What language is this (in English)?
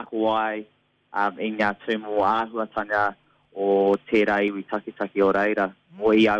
Māori